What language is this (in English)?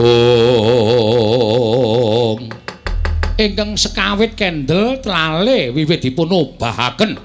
Javanese